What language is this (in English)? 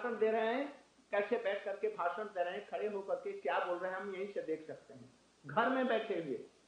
Hindi